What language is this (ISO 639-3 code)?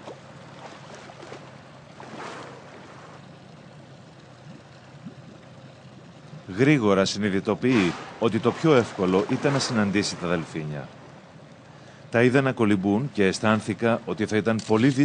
ell